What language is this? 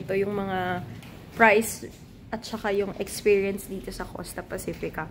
Filipino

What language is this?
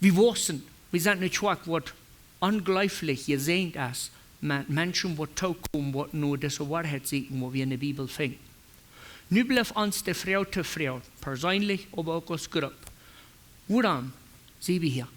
Plautdietsch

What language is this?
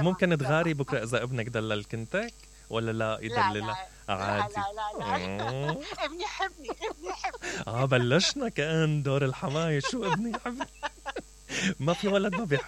Mesopotamian Arabic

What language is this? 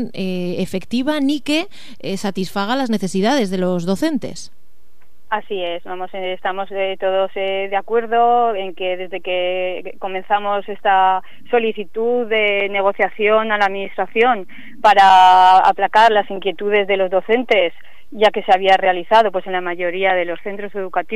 Spanish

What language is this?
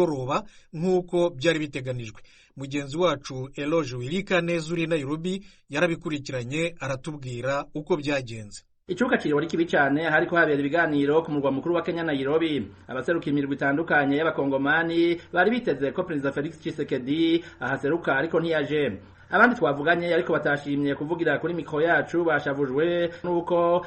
Rundi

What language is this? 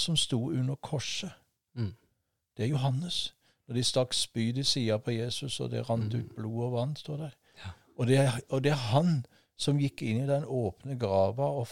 Norwegian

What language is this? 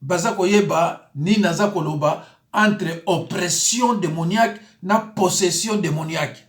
Lingala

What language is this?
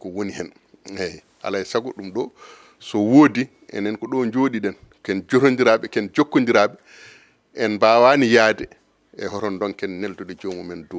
Fula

